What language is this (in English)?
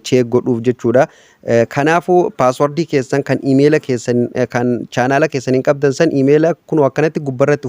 Oromo